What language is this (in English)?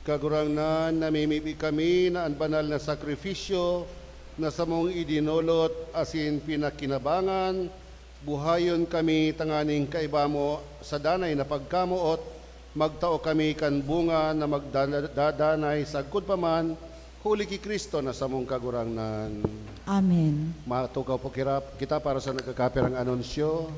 Bikol